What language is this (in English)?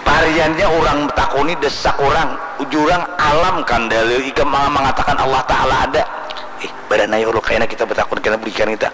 Banjar